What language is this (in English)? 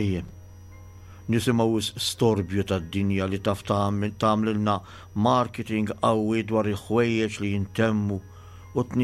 Maltese